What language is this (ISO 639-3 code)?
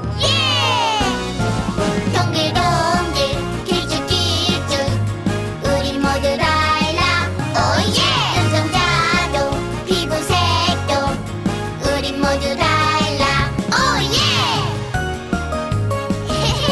kor